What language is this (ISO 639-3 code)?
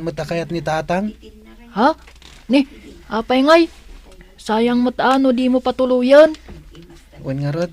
ilo